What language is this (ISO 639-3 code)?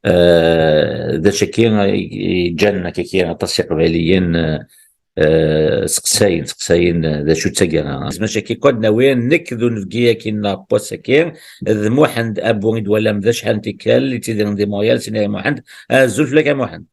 kab